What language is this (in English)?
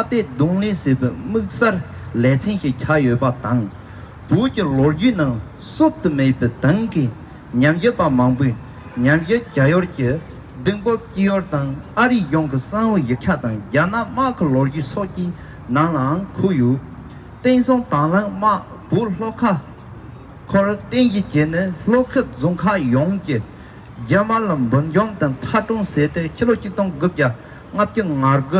Tibetan